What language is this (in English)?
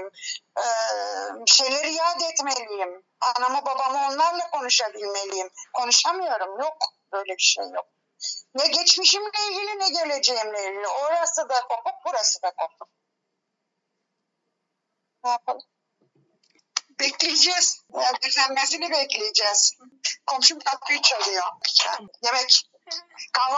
Turkish